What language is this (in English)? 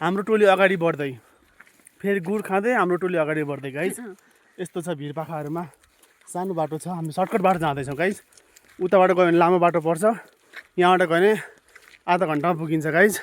Nepali